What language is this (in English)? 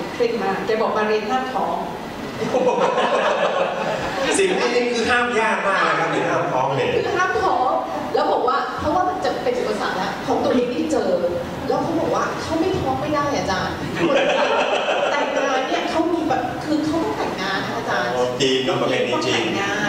Thai